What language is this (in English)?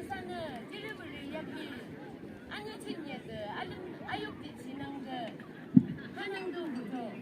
Yimchungru Naga